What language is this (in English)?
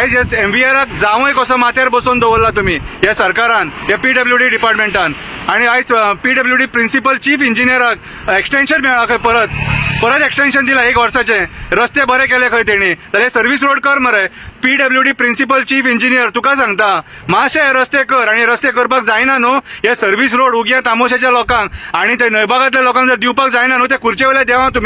Konkani